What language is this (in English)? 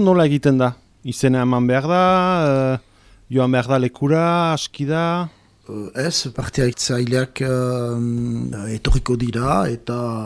Basque